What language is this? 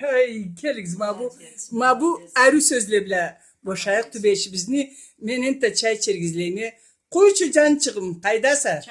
Karachay-Balkar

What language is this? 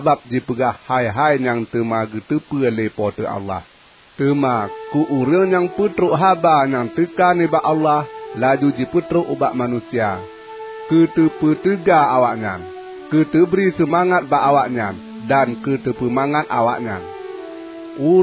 Achinese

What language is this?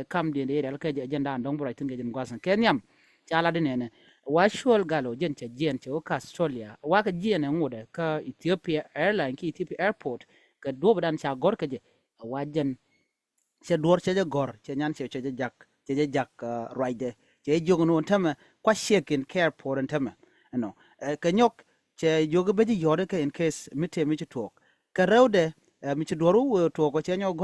Nuer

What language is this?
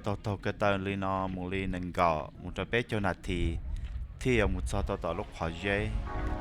Hmong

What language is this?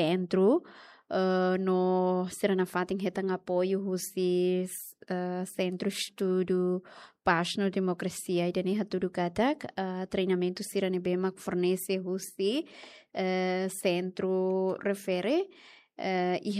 Tetum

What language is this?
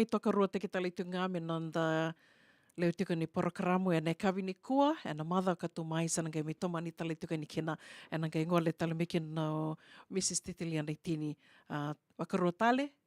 Fijian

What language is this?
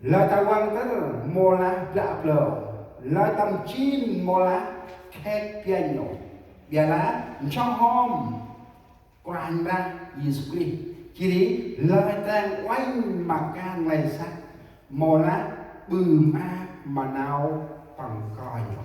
Central Mnong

